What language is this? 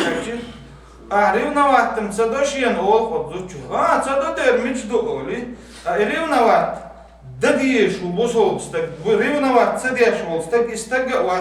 Chechen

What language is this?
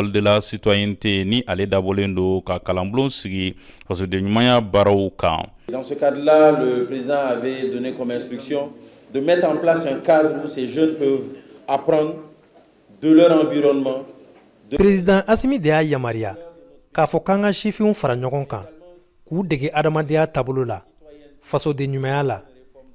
Bambara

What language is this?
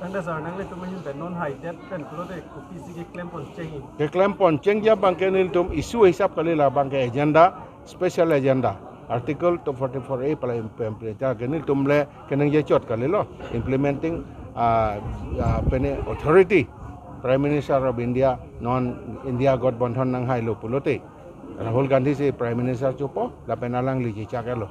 Karbi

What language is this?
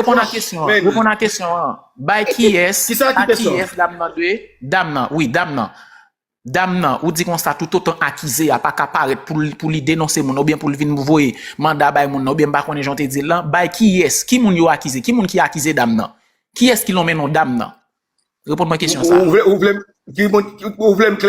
Haitian Creole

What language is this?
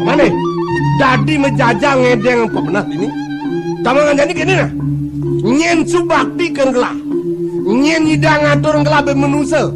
Balinese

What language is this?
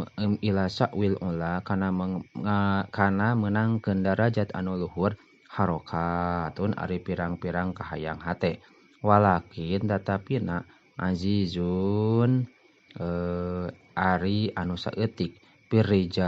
Sundanese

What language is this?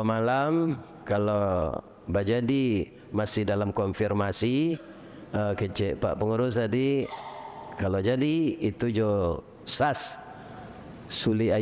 Minangkabau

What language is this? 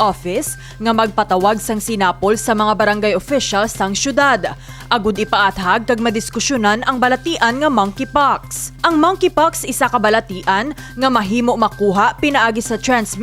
Hiligaynon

